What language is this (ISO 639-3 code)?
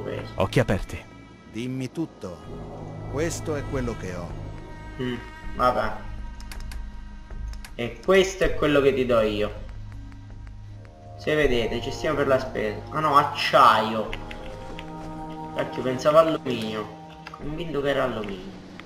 ita